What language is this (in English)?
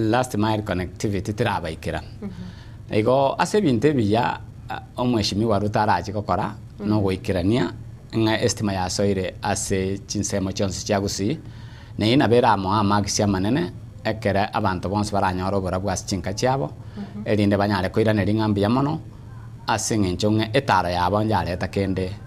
Gusii